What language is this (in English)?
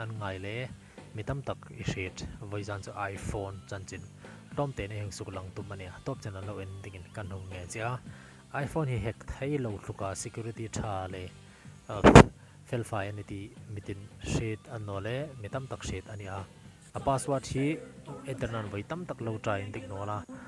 Hmar